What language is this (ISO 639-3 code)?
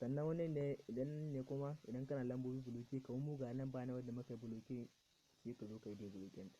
hau